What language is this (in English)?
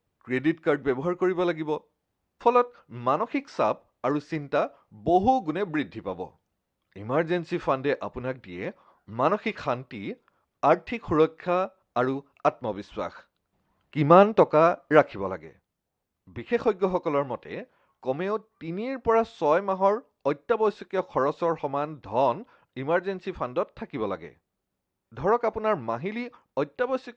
Assamese